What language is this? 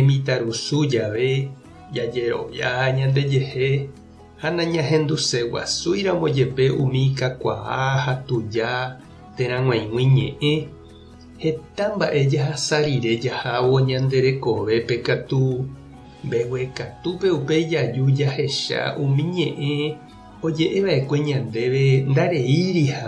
Guarani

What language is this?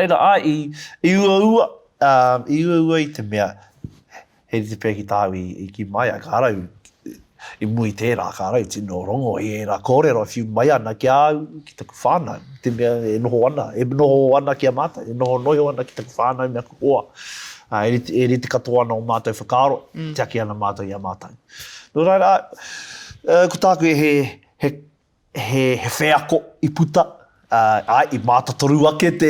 Māori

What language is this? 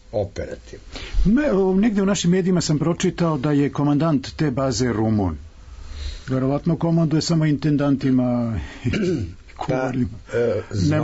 Serbian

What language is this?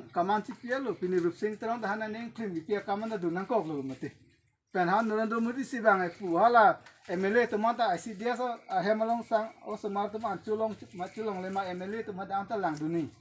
Karbi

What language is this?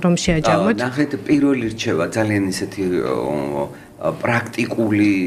Georgian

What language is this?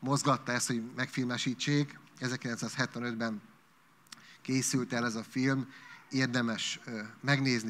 Hungarian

